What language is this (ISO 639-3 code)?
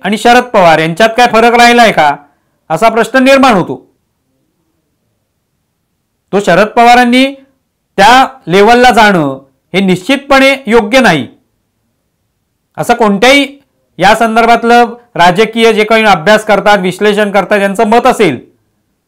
mar